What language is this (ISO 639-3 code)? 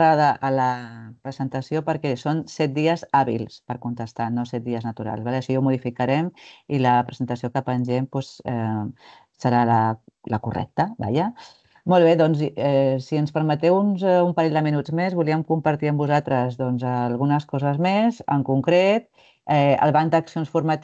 cat